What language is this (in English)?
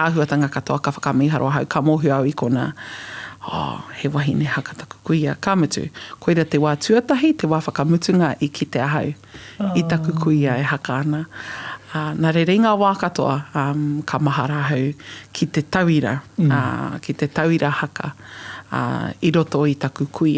Māori